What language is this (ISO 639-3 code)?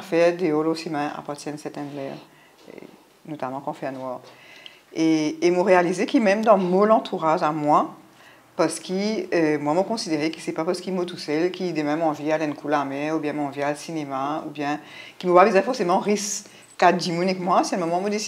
mfe